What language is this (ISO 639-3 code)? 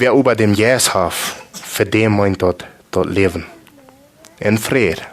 pdt